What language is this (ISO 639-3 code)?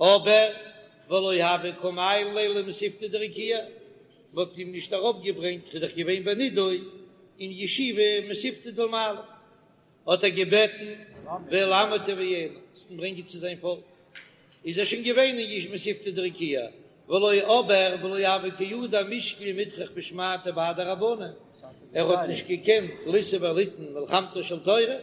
yid